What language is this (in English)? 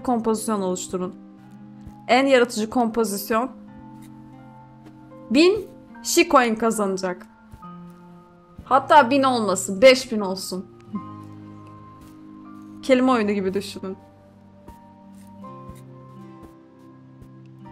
Turkish